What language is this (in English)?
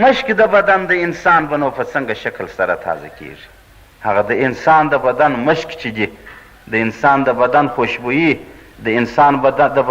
Pashto